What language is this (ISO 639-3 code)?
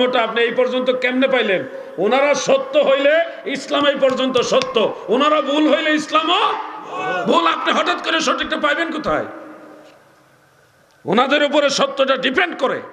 ben